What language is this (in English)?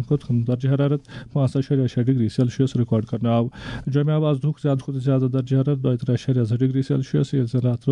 Kashmiri